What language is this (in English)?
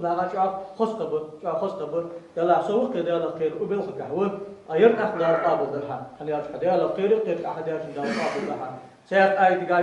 Ingush